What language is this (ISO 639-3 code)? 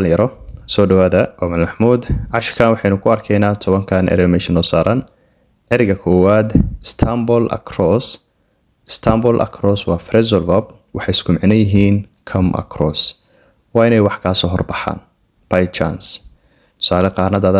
som